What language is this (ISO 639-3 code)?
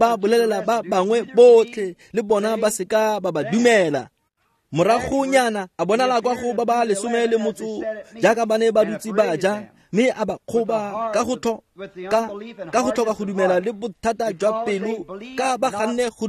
tsn